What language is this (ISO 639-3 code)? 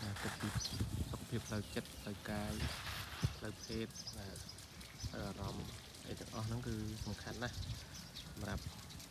khm